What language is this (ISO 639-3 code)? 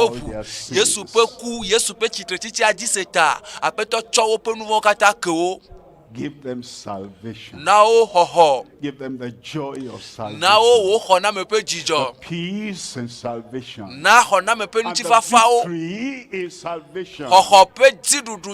ewe